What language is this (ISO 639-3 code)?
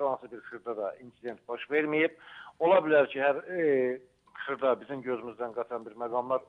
aze